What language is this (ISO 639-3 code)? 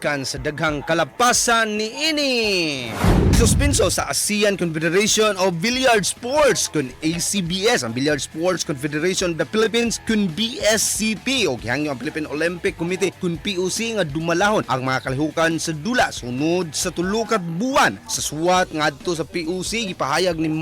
ceb